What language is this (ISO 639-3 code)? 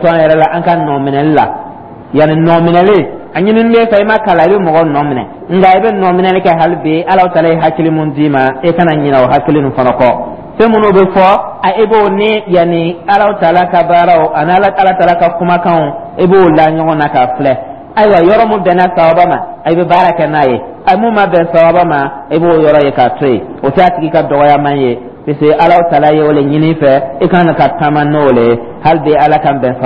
dyu